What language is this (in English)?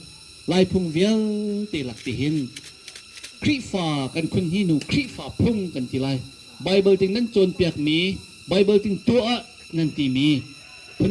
Hakha Chin